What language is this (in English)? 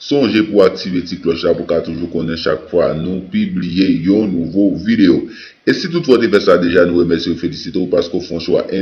Haitian Creole